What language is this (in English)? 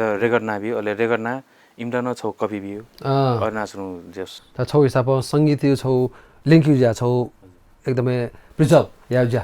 Newari